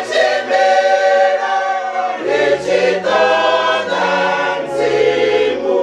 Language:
Venda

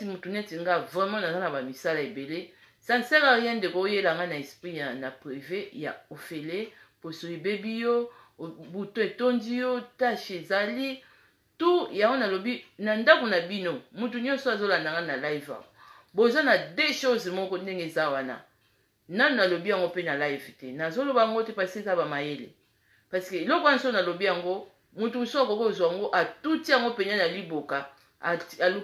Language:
Lingala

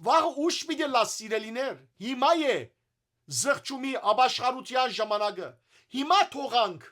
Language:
Western Armenian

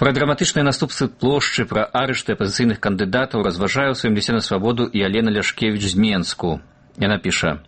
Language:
Belarusian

